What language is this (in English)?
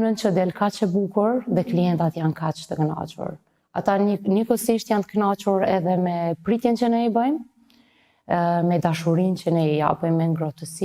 Albanian